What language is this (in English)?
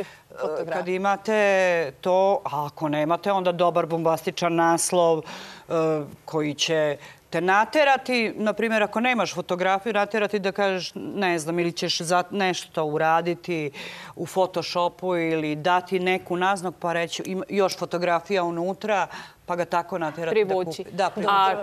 Serbian